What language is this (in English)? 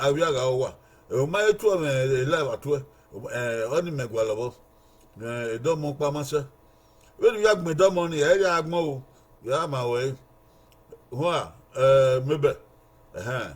Bini